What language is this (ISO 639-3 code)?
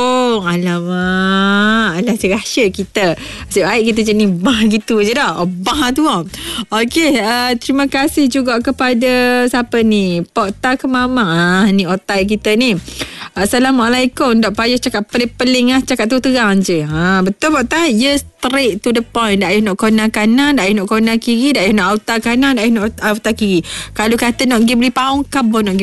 msa